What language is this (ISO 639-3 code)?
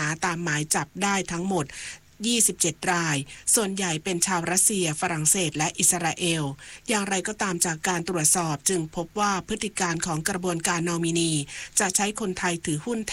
tha